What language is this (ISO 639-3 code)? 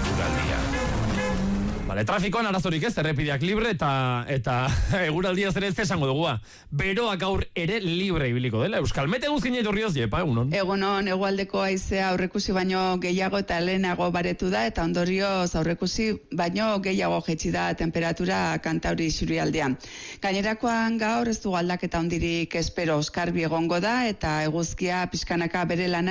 eus